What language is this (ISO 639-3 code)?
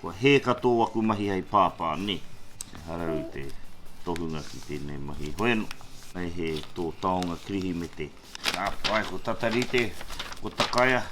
mri